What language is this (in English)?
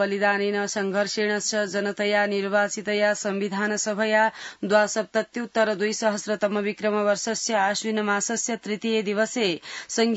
Sanskrit